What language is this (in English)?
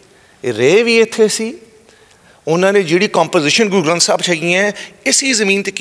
Western Panjabi